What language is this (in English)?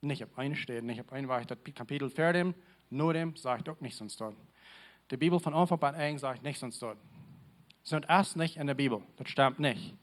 Plautdietsch